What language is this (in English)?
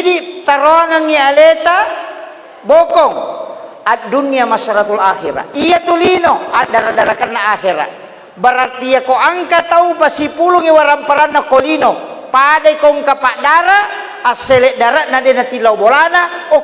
Buginese